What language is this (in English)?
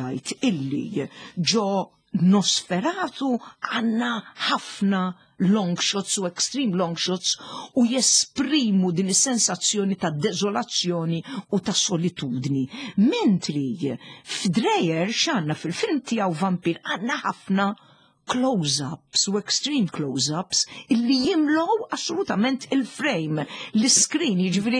Maltese